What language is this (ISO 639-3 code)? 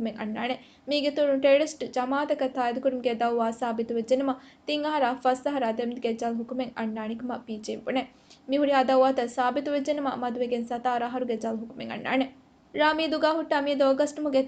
div